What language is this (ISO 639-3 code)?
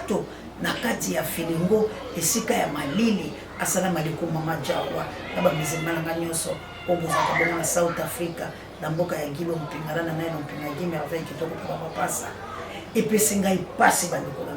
lin